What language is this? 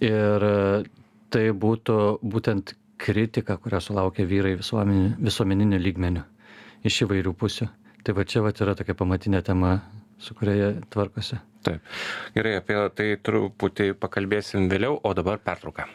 Lithuanian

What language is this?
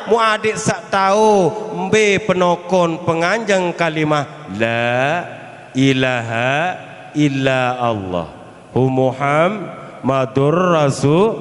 Sasak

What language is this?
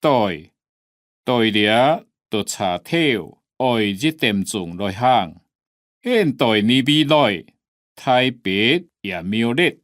Hakka Chinese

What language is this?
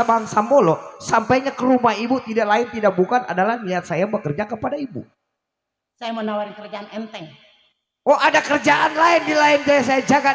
Betawi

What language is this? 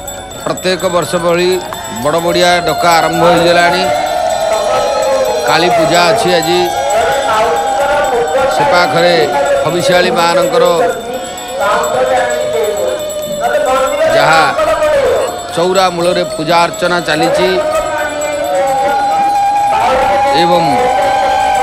Odia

